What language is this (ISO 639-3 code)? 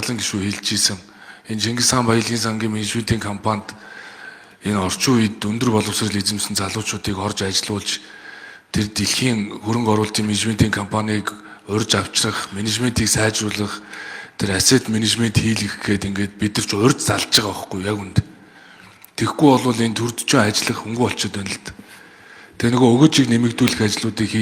mon